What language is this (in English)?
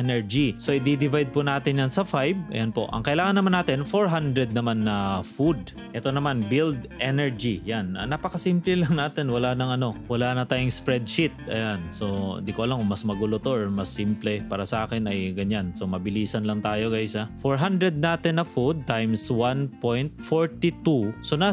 Filipino